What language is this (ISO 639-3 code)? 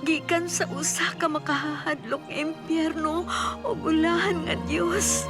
ceb